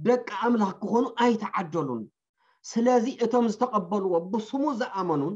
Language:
Tigrinya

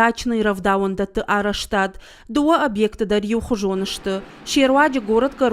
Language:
Ossetic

